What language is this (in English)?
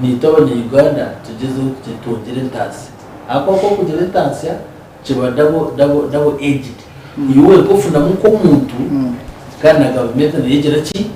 Nyankole